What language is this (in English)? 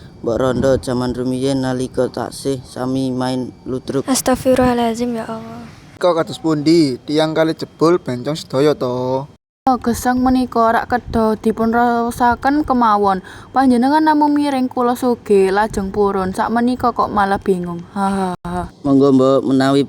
Javanese